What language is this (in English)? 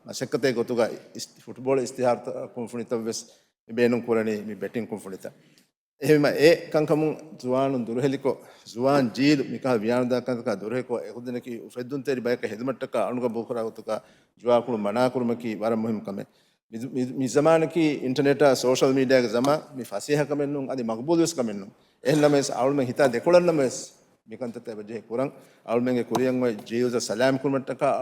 Divehi